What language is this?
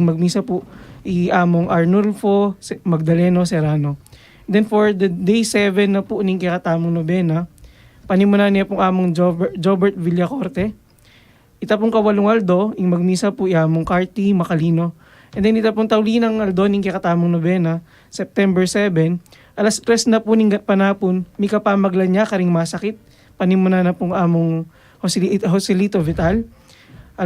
Pampanga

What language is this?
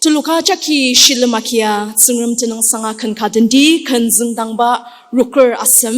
Ao Naga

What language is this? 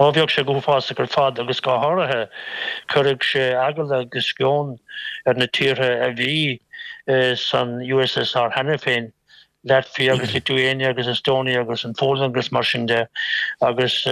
Irish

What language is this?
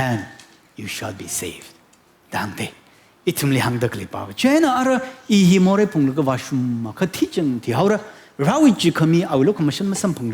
Tangkhul Naga (India)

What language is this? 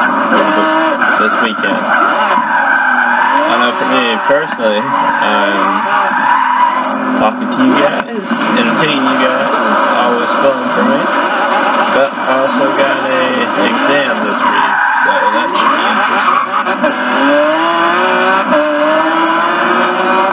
English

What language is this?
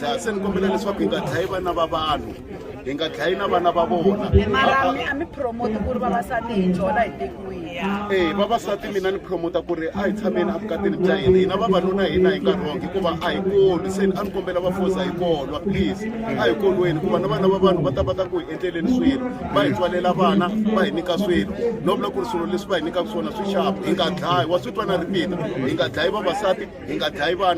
Tsonga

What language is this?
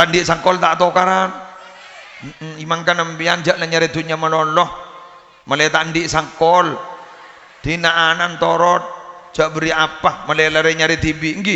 Madurese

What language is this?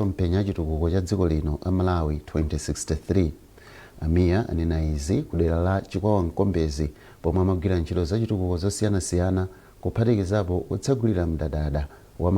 Nyanja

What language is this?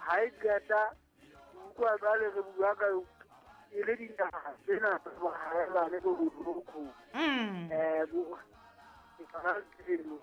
Southern Sotho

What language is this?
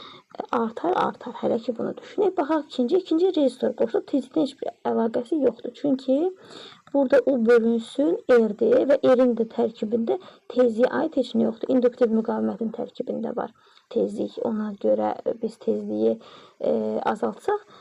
Azerbaijani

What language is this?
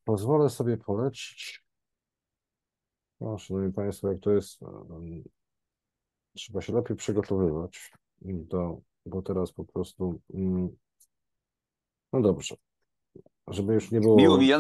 Polish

